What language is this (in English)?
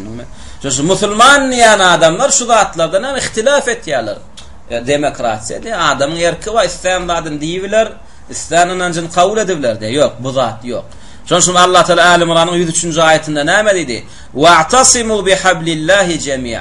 Turkmen